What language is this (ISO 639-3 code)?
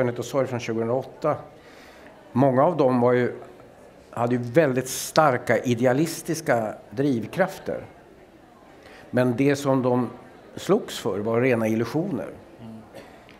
swe